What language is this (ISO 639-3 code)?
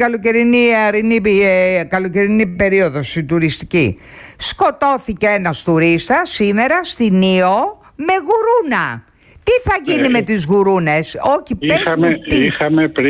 ell